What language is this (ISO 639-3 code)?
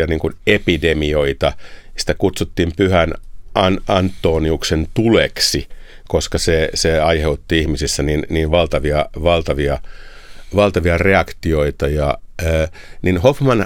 fin